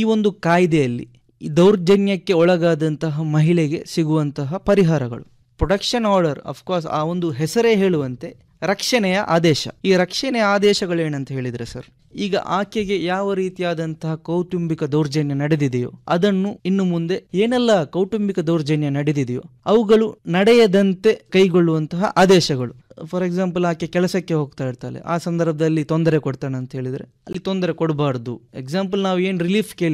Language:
Kannada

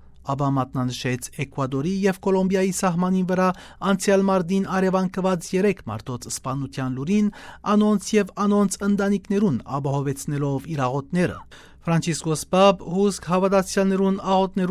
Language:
Western Armenian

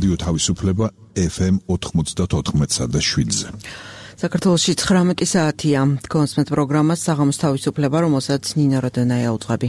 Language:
Georgian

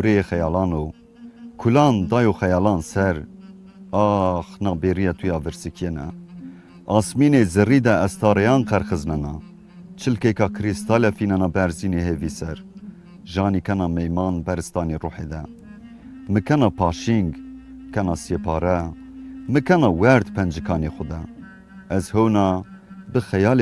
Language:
Zaza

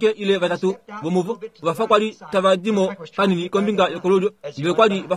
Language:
Kuanyama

